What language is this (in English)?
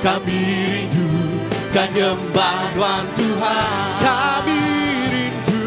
Iban